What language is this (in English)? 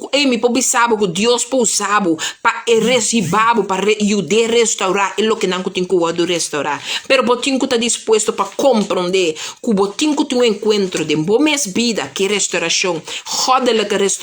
Papiamento